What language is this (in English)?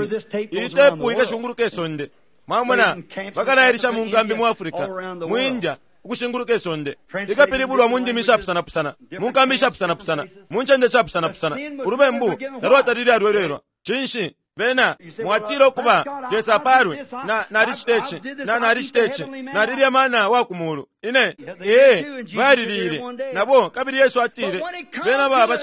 Bemba